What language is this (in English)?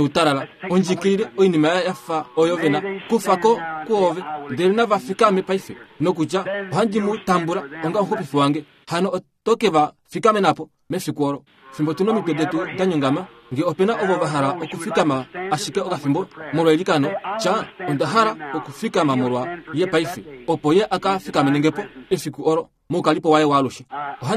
Kuanyama